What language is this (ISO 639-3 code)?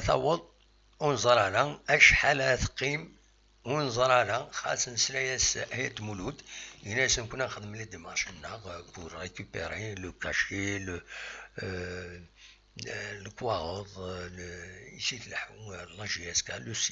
kab